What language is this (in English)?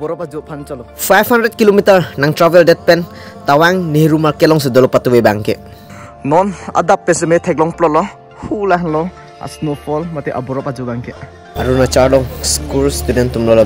Karbi